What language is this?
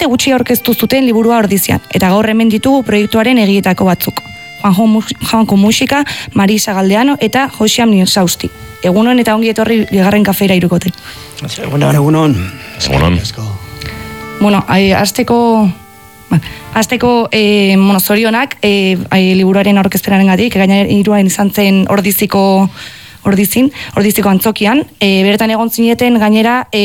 Basque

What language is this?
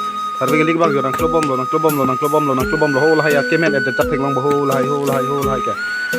Karbi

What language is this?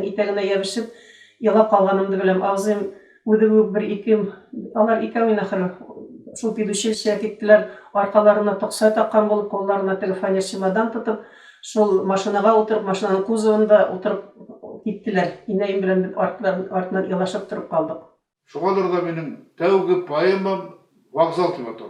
Bashkir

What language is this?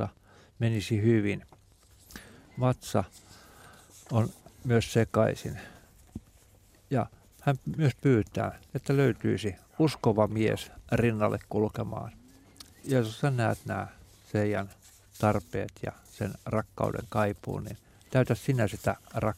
Finnish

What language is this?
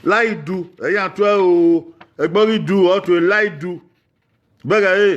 Bini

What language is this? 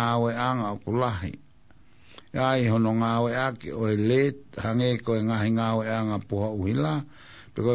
Tongan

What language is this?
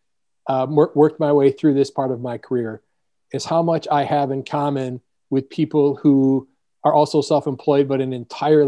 English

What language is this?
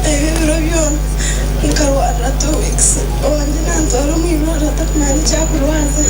Nyankole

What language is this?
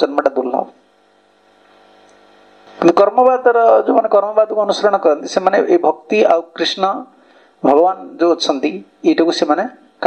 Odia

